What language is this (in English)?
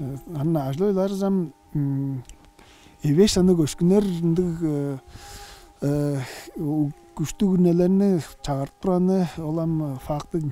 Tuvinian